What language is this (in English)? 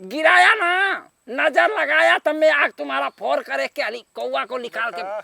Bhojpuri